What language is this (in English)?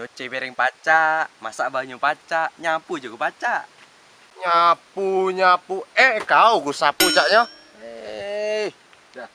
Musi